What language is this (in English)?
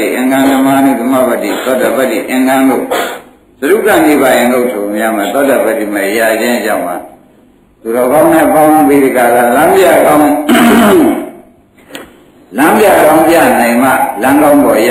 Burmese